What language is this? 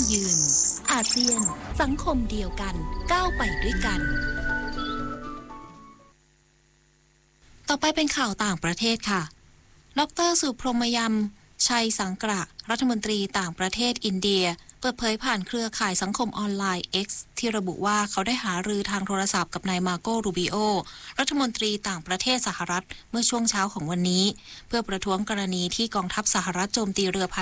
Thai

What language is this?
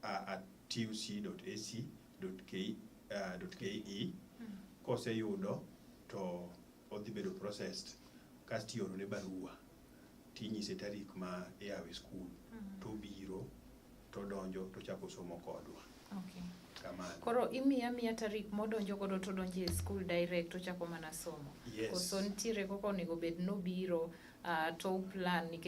Luo (Kenya and Tanzania)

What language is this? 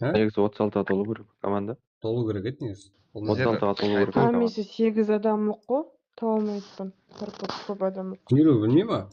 Kara-Kalpak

